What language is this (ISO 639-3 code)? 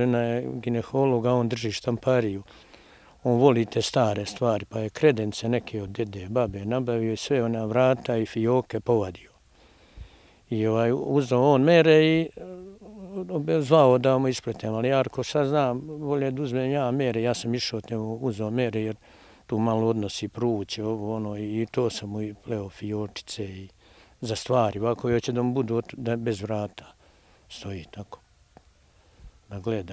srp